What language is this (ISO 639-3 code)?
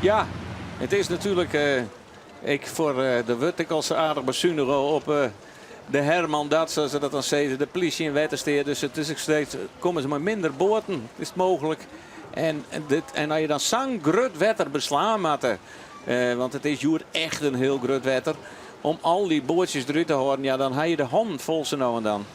fry